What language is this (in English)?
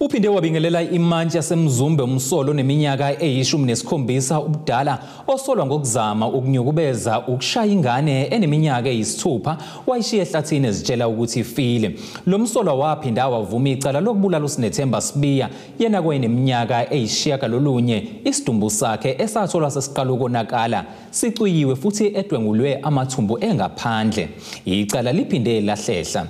Zulu